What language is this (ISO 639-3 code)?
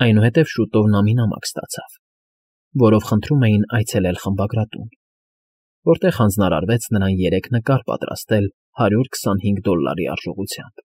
hye